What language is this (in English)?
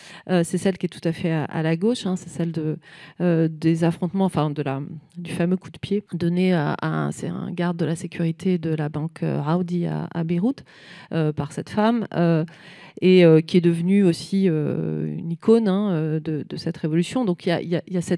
French